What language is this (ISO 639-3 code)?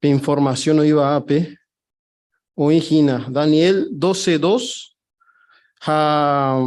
grn